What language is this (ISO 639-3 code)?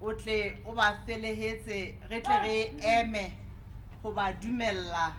sot